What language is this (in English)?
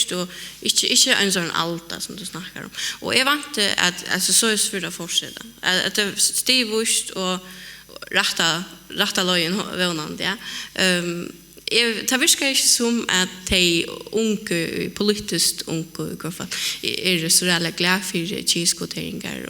Faroese